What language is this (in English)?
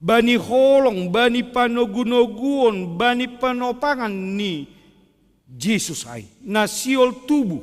Batak Simalungun